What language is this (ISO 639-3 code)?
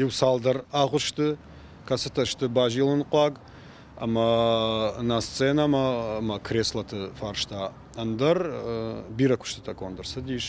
oss